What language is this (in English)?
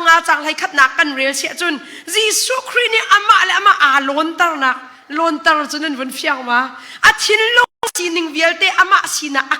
Hakha Chin